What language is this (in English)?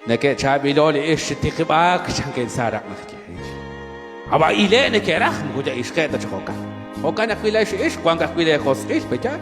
Kekchí